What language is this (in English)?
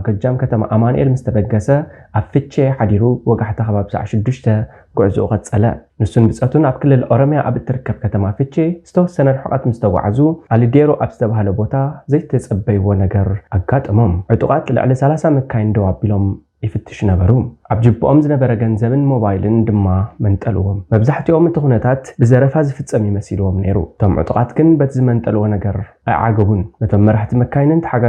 Tigrinya